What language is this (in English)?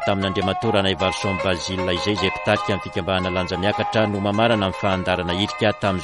Malagasy